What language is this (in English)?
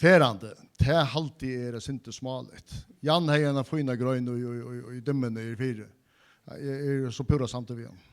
Faroese